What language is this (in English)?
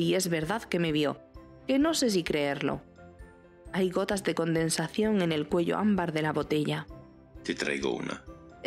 Spanish